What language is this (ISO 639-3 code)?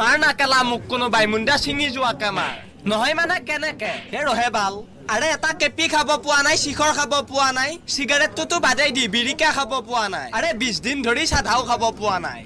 asm